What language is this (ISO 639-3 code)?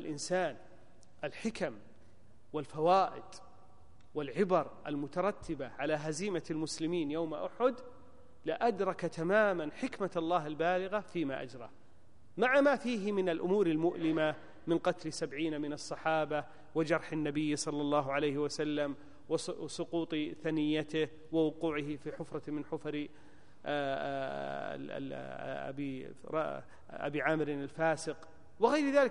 ara